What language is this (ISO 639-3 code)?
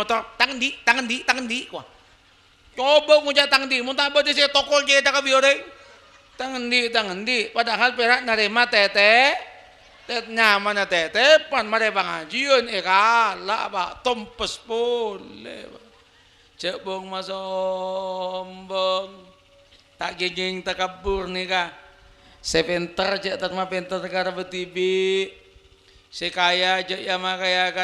mad